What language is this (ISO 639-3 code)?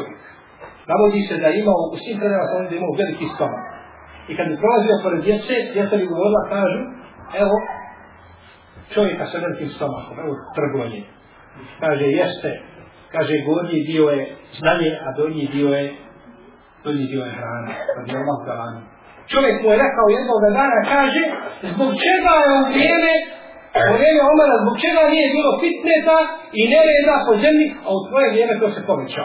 bos